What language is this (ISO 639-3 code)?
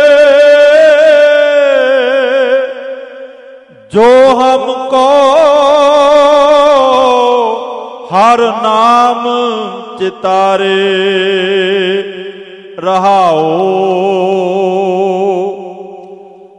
pan